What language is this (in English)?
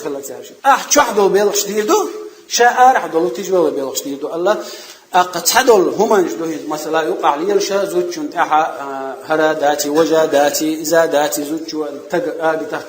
Chechen